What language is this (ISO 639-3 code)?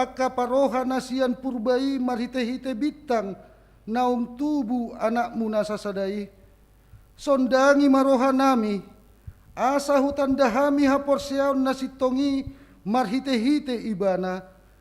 bbc